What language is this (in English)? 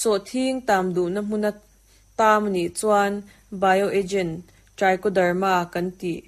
Mizo